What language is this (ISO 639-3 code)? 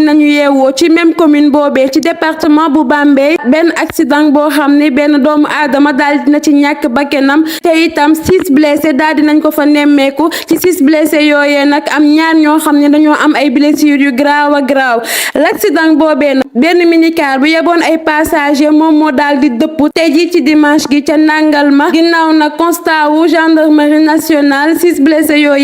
wol